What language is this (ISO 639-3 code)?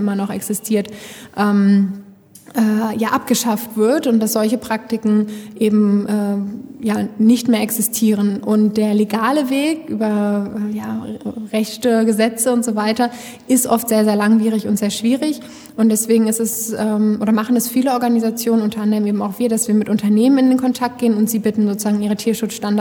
deu